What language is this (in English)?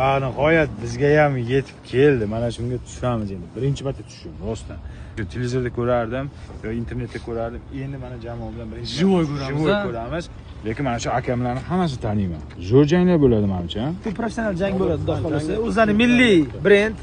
Uzbek